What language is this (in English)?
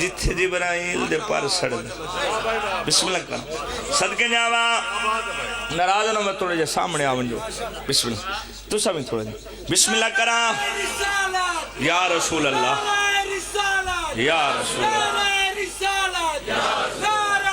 Pahari-Potwari